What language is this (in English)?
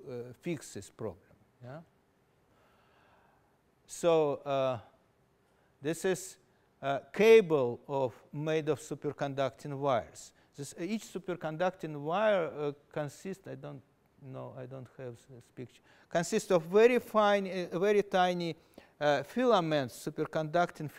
English